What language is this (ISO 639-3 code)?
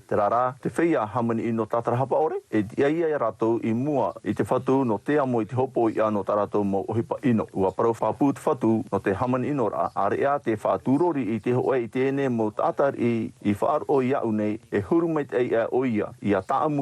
tah